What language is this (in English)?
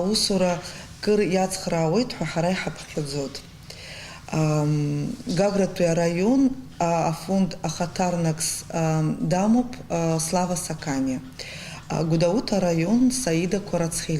Abkhazian